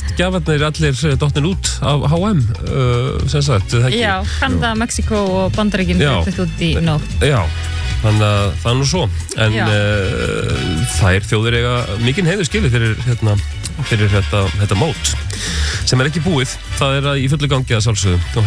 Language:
Icelandic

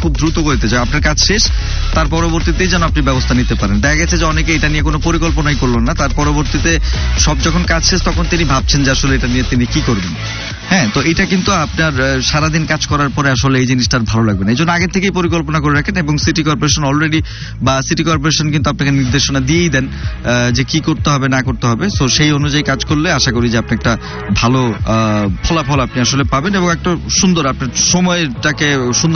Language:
Bangla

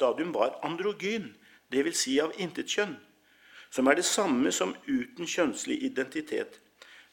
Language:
Norwegian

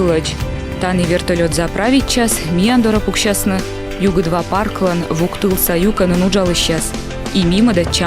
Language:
Komi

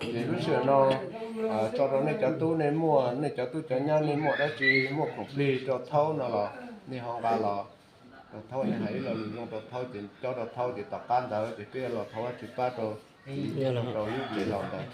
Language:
Hmong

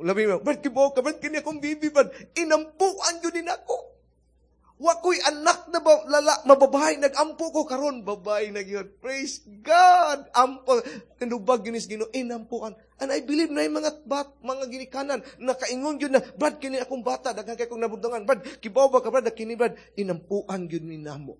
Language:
Cebuano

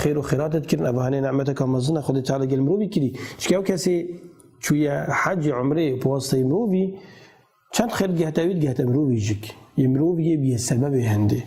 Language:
Kurdish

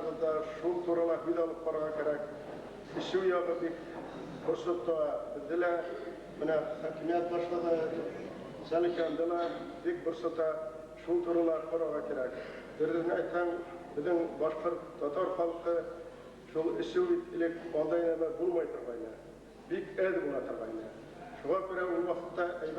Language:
Bashkir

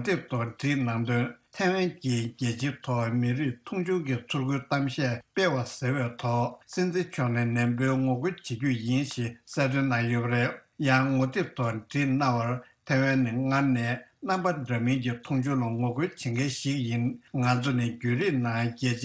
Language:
Tibetan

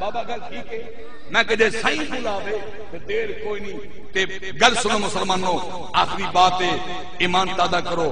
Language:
Saraiki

